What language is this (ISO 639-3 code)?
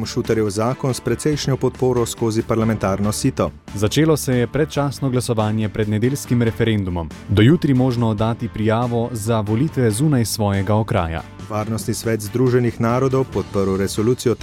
slv